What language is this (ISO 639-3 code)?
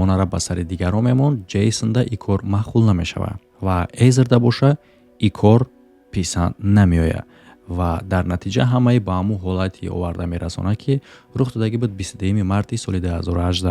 tgk